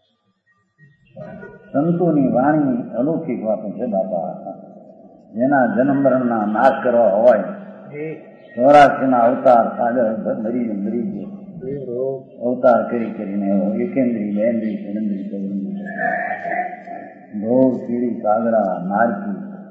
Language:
Gujarati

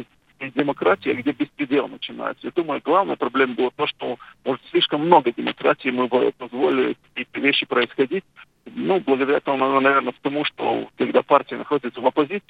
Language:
Russian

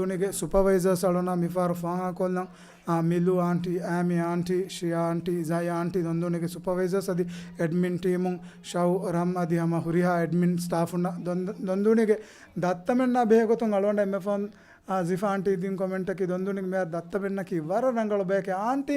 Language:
Divehi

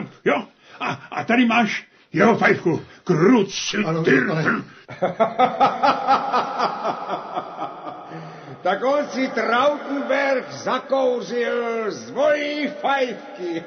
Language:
Czech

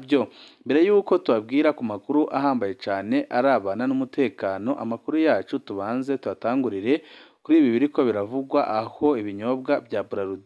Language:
Rundi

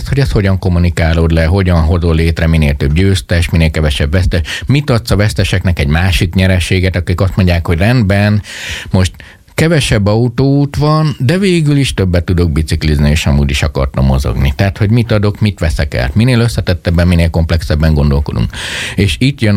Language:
Hungarian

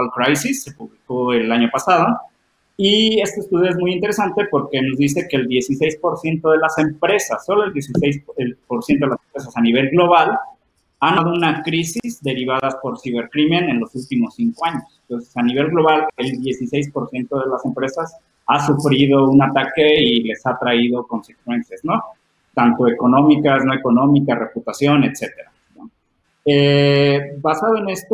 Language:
Spanish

